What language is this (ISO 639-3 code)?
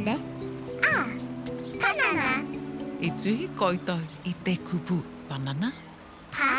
mri